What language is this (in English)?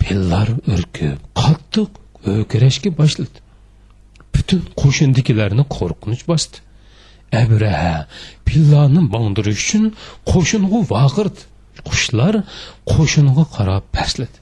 Uyghur